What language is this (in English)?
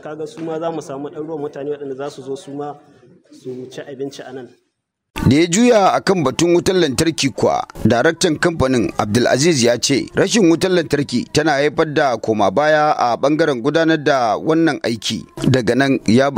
Hausa